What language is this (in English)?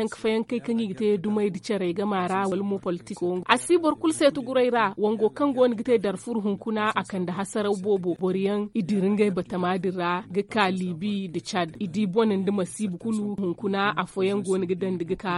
Zarma